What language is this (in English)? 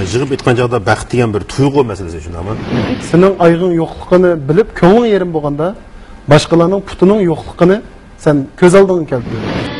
Uyghur